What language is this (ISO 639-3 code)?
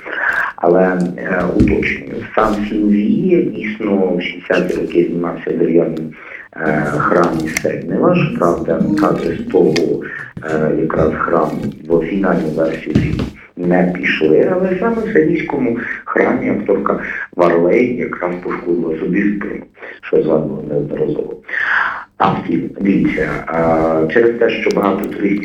ukr